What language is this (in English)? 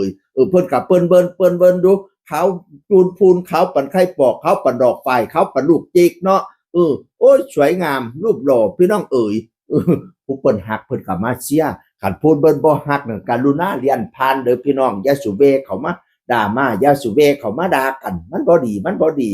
Northeastern Thai